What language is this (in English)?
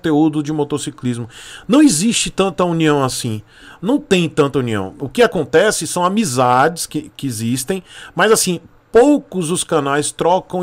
Portuguese